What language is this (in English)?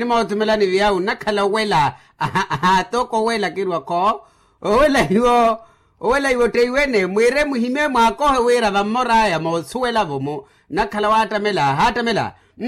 Makhuwa